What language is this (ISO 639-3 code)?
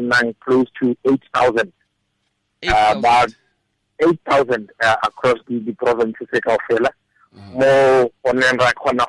tsn